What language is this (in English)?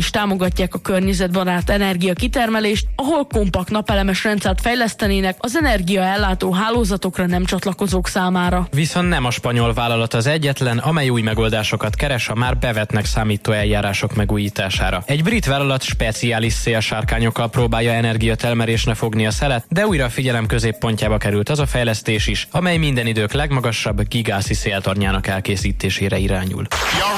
Hungarian